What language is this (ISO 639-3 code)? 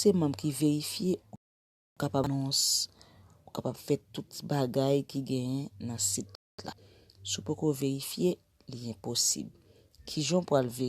hat